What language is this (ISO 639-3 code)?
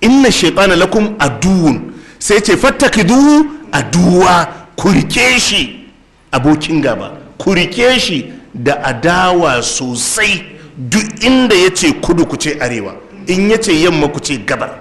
hau